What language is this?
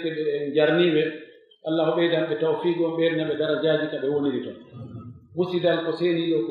Pular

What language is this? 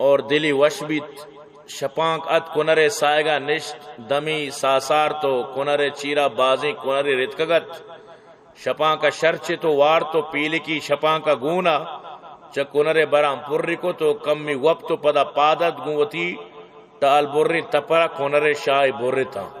Baluchi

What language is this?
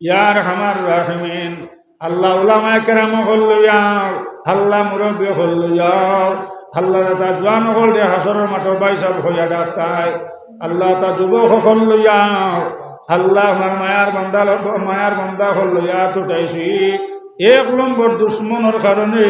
Sylheti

